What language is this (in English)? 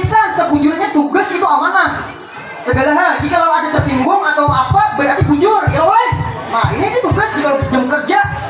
Banjar